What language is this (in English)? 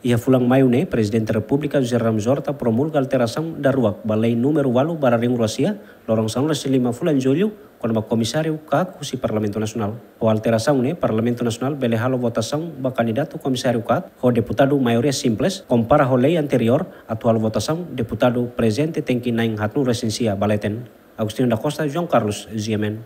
Tetum